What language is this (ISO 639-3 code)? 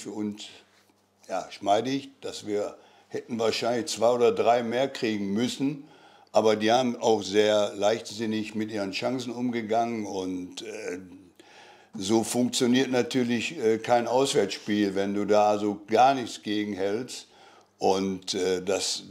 deu